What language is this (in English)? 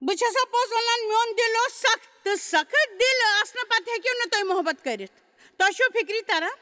Kashmiri